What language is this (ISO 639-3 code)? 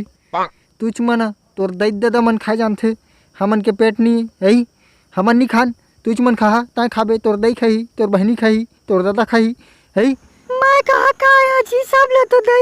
hne